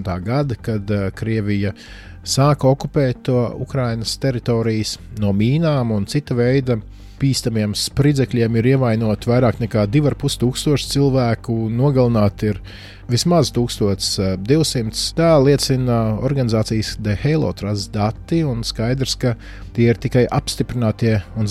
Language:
Latvian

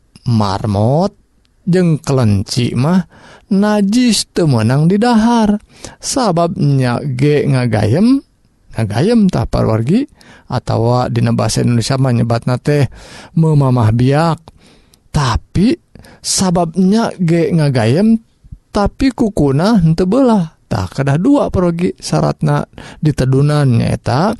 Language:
Sundanese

